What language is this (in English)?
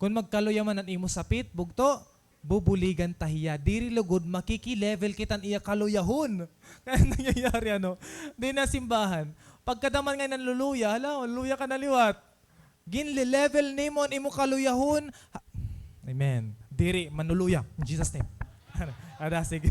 Waray